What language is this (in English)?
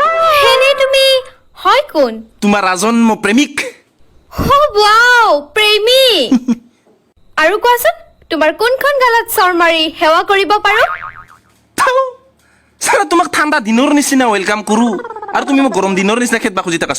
Assamese